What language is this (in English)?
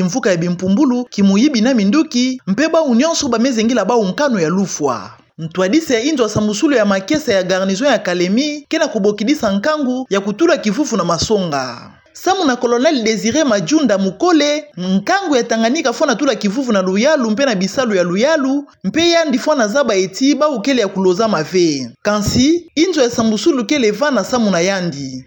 Kituba (Democratic Republic of Congo)